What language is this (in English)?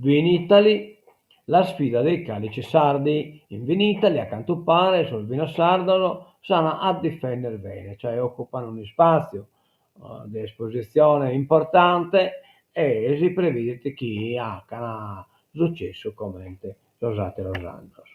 Sardinian